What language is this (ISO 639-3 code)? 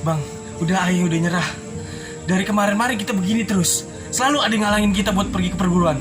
bew